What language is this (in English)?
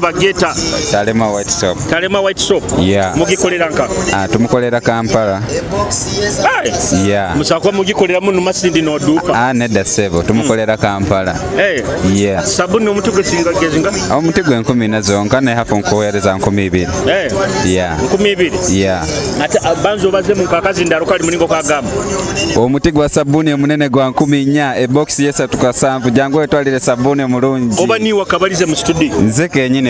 Nyoro